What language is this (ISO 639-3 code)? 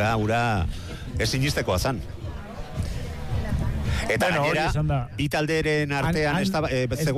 eus